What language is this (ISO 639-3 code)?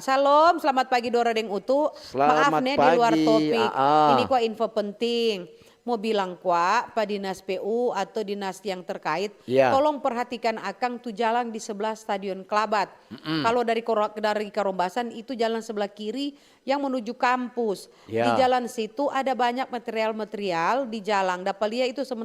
xmm